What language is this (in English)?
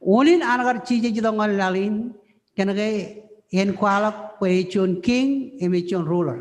Marshallese